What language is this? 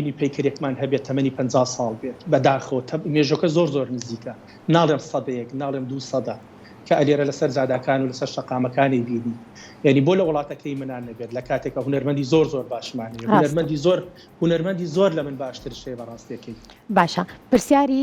Central Kurdish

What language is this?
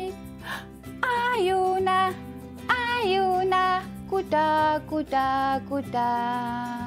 Kalaallisut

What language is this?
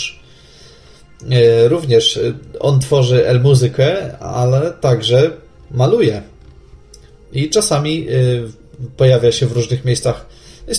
Polish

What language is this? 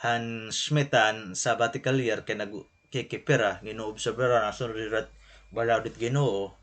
Waray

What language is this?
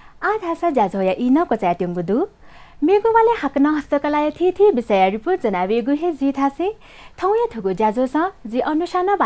Newari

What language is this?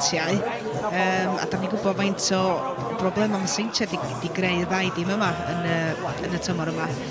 Welsh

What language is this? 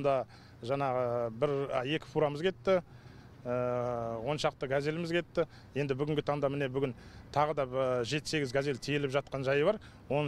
Kazakh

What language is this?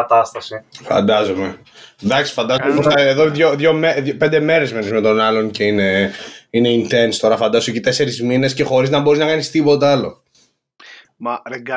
Greek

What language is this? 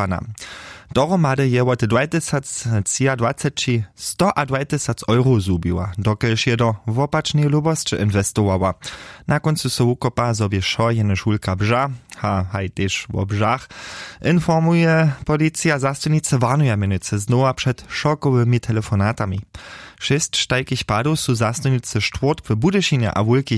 Upper Sorbian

